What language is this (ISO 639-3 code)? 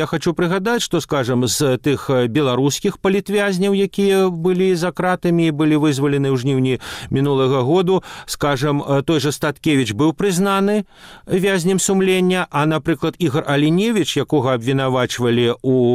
bel